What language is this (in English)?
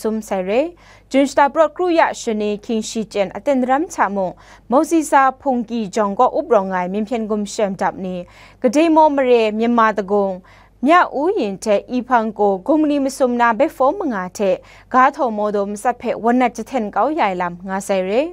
Kachin